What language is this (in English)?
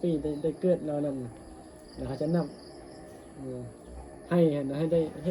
Northeastern Thai